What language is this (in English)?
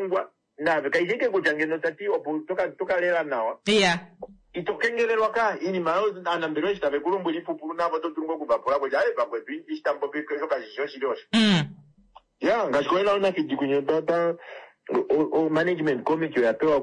Kuanyama